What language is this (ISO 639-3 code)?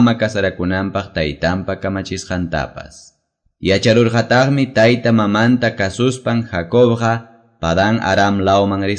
que